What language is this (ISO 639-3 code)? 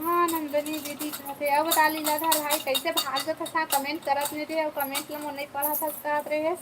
hne